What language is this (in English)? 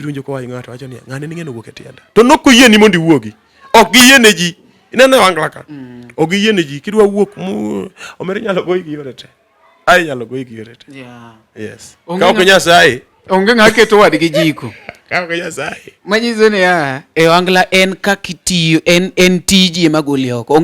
Luo (Kenya and Tanzania)